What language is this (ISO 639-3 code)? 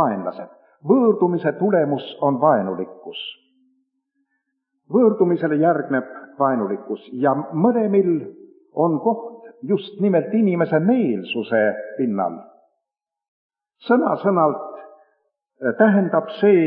est